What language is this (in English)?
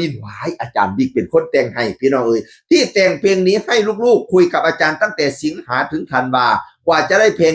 Northeastern Thai